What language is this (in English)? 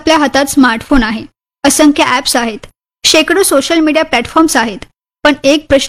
Marathi